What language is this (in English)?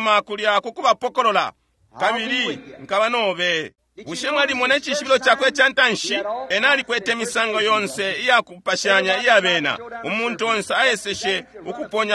Bemba